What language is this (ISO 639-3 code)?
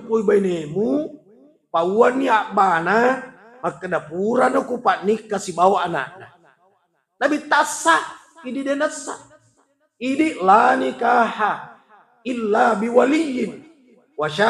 bug